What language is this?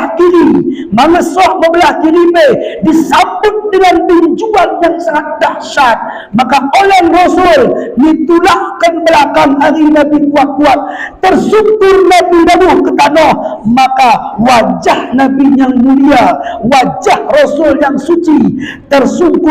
Batak Alas-Kluet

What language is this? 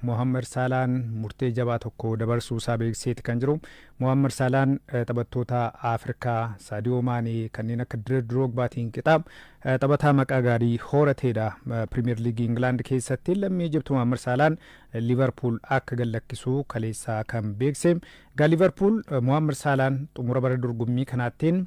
Oromo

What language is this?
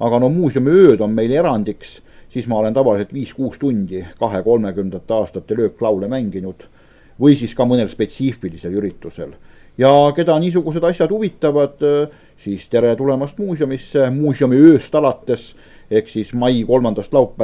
Estonian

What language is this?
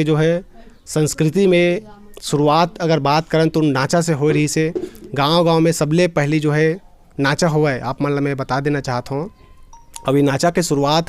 Chhattisgarhi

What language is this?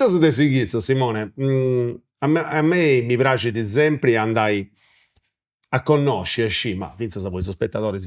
Sardinian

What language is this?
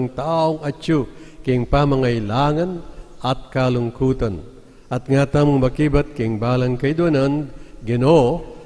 Pampanga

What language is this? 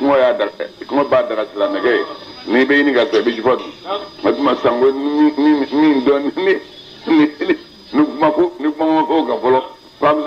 Bambara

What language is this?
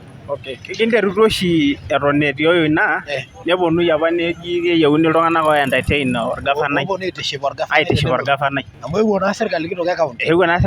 Masai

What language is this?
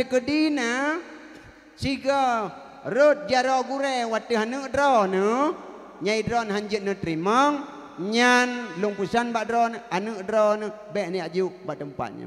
Achinese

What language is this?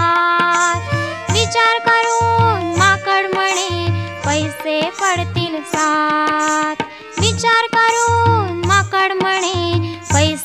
Marathi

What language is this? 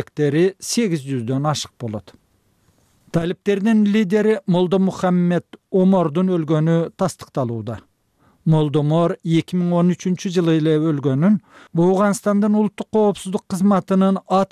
Kyrgyz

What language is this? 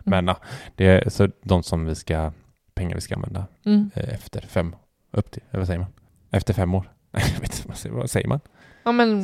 Swedish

